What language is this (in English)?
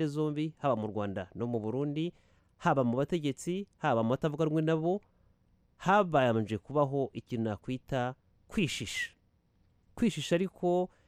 Kinyarwanda